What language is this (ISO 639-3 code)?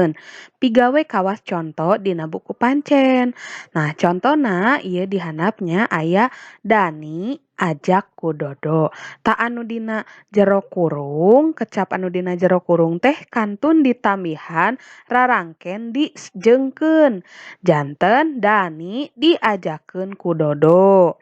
sun